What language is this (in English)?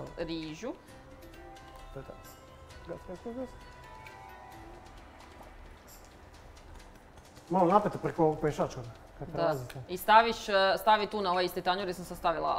Croatian